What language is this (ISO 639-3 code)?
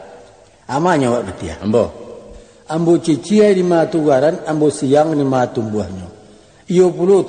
min